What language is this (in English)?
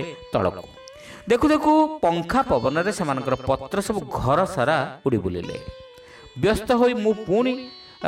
Odia